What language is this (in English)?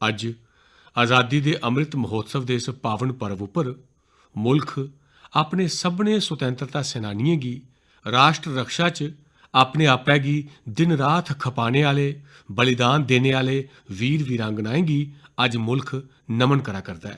Dogri